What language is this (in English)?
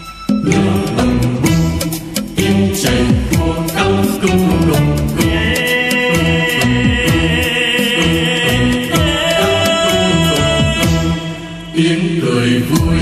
Vietnamese